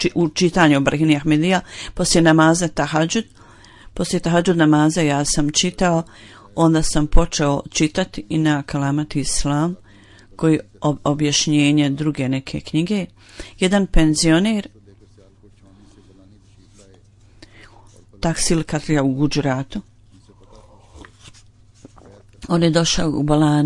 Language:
Bosnian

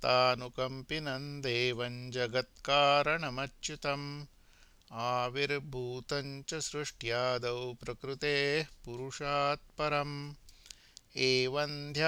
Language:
Sanskrit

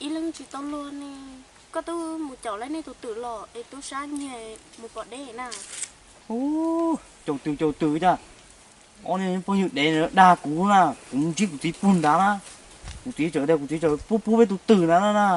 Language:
Hmong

